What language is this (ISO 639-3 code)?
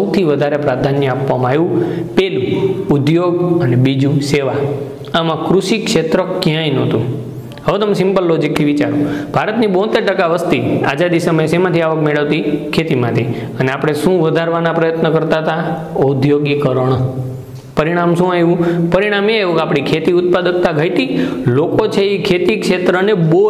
guj